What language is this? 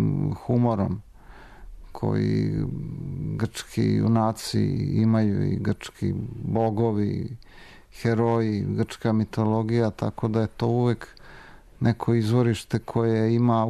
Serbian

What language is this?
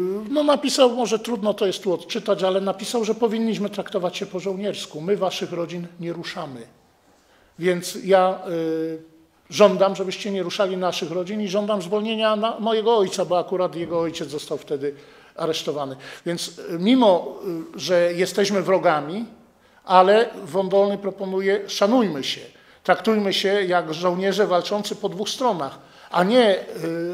Polish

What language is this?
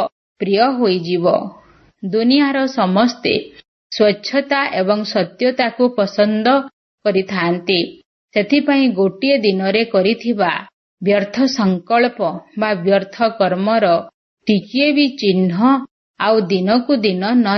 Odia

